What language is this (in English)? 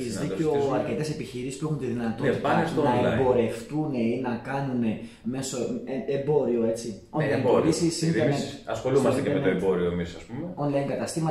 Greek